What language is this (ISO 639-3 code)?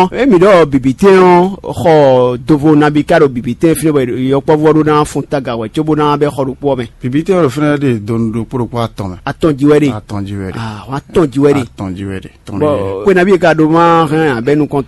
fon